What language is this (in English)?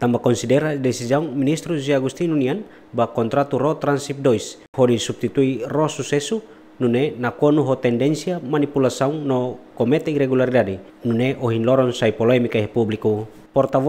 Tetum